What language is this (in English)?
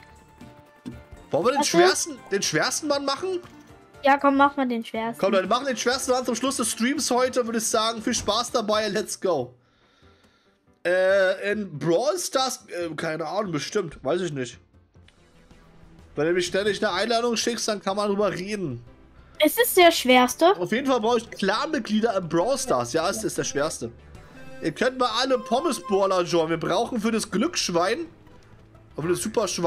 German